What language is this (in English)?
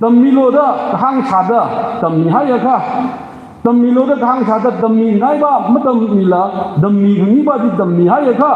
Tangkhul Naga (India)